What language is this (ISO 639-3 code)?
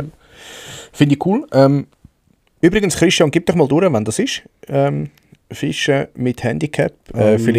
gsw